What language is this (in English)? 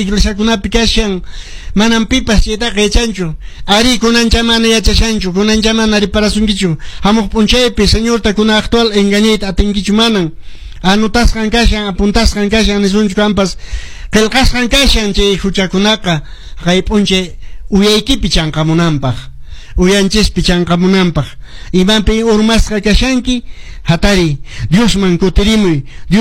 Quechua